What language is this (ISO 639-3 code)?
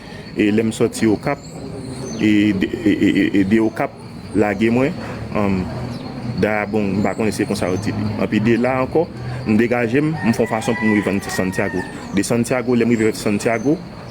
hat